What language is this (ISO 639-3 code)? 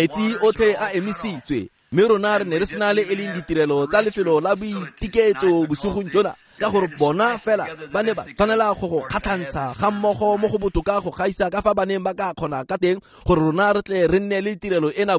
tsn